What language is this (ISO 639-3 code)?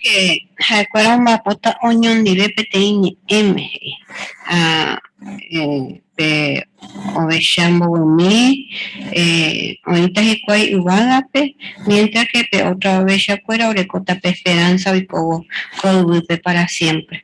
grn